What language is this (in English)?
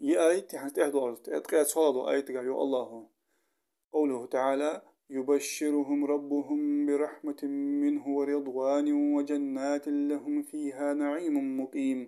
Ingush